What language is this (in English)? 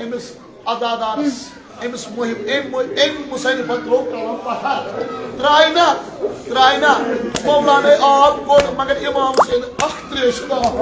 Kashmiri